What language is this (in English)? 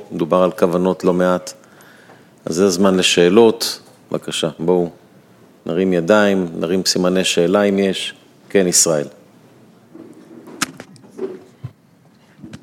Hebrew